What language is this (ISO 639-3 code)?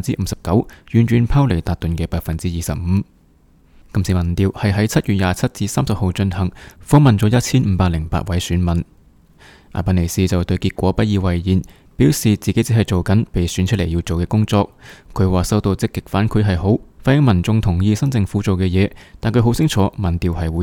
yue